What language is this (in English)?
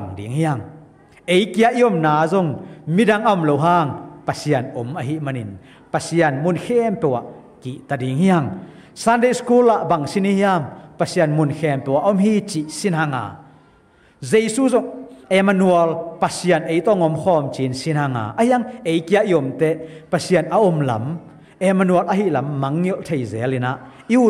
Tedim Chin